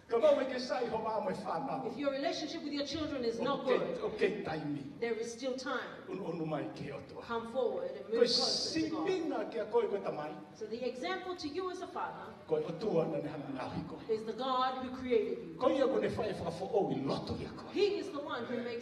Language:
Tongan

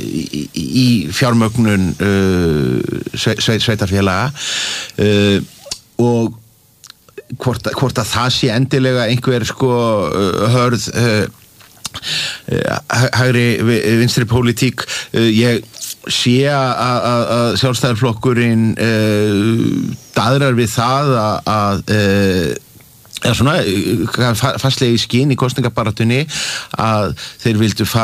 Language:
Icelandic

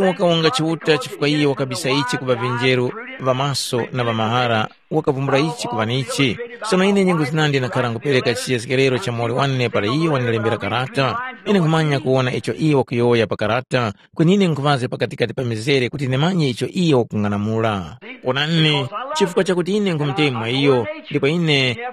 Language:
Tumbuka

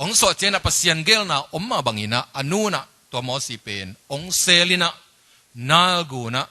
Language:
Tedim Chin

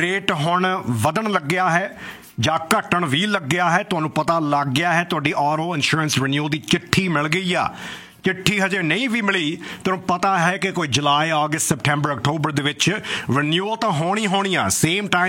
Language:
Punjabi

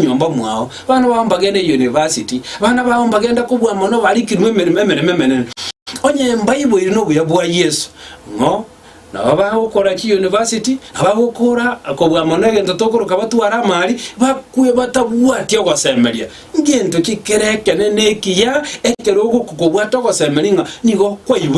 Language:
Gusii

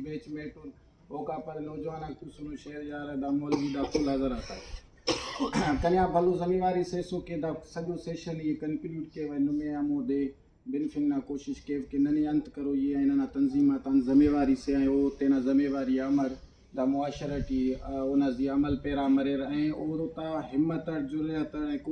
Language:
Brahui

